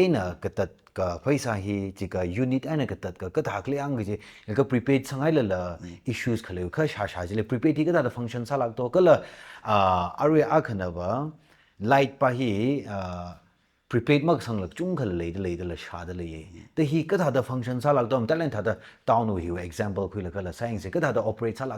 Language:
Tangkhul Naga (India)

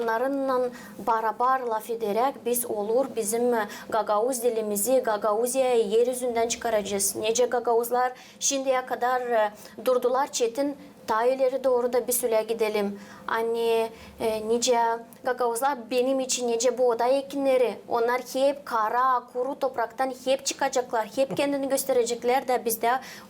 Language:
Gagauz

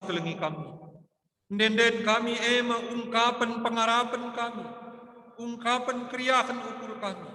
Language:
Batak Karo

